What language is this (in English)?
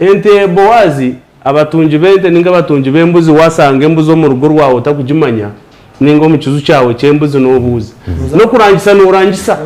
Nyankole